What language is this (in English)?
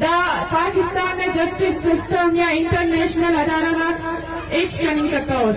Eastern Balochi